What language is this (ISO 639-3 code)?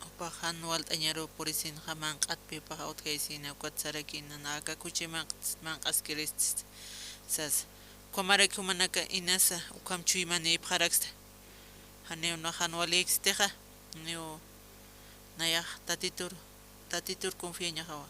aym